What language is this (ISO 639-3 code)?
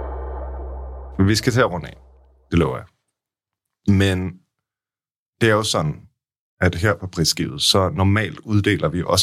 dan